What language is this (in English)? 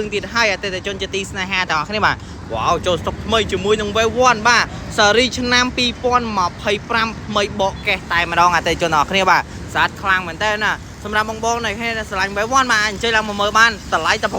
Khmer